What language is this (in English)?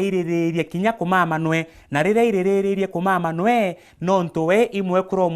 Meru